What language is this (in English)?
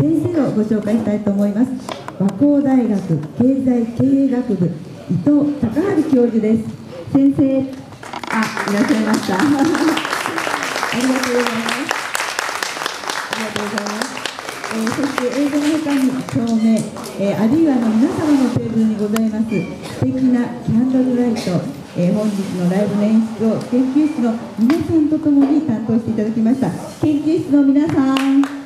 Japanese